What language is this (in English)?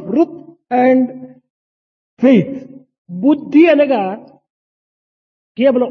Telugu